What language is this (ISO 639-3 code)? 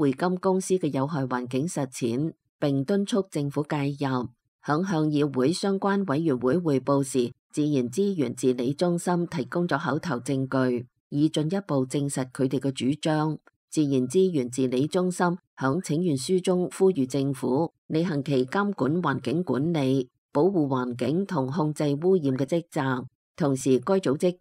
yue